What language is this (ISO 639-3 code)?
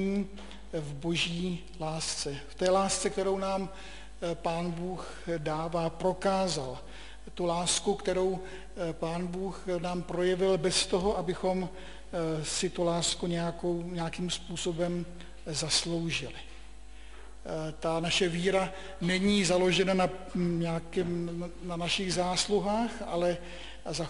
ces